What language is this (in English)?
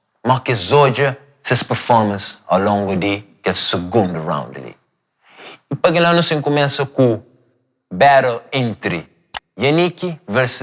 Kabuverdianu